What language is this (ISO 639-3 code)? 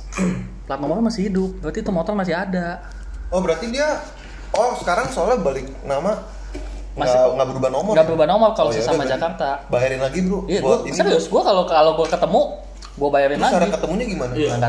ind